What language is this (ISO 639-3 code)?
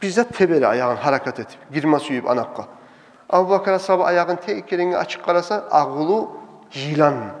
kum